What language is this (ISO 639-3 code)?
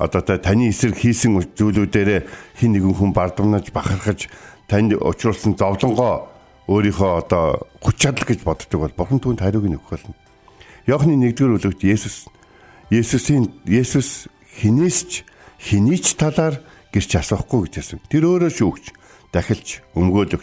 mon